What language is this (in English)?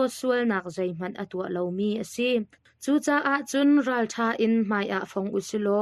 Hakha Chin